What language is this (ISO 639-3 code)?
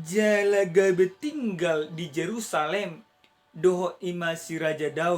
bbc